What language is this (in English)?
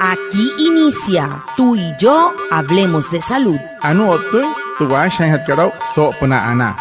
Wayuu